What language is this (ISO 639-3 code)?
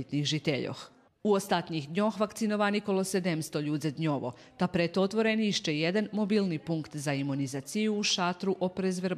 rue